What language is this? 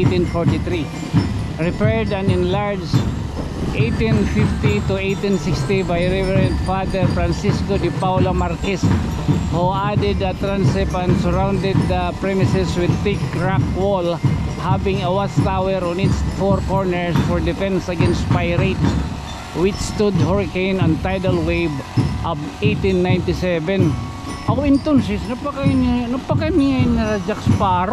Waray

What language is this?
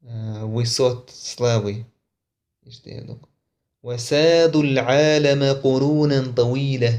Chechen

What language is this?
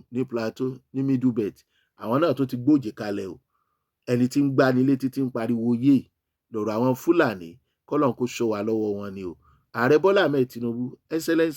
Yoruba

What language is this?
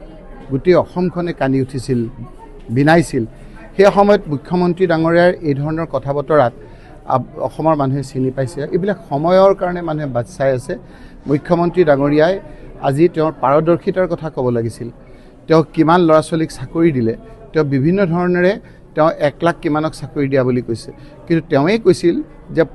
Assamese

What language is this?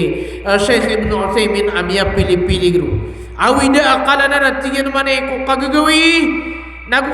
Maranao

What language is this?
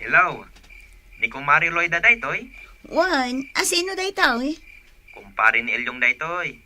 Iloko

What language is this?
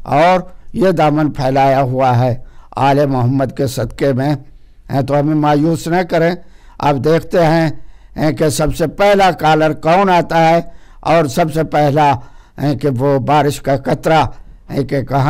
Urdu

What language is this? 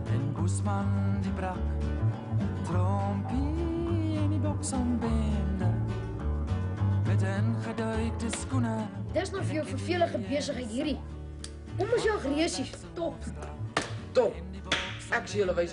Afrikaans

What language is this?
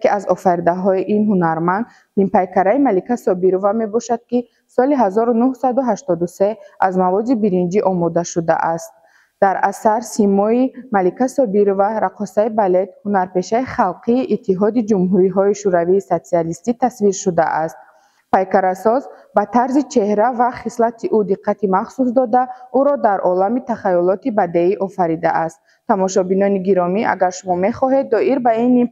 Tajik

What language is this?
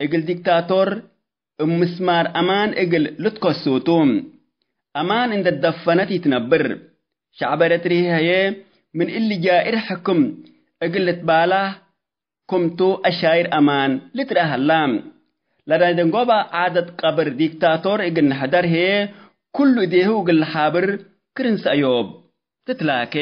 Tigre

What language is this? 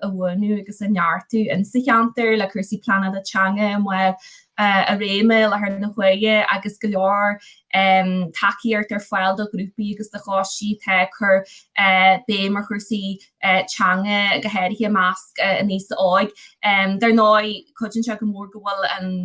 Irish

